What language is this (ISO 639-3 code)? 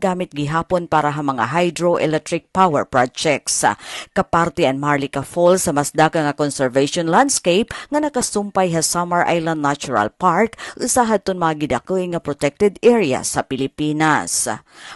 war